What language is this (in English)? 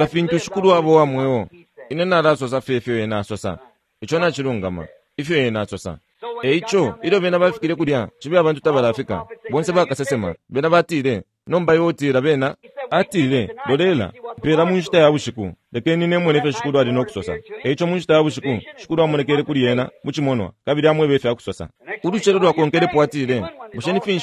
Bemba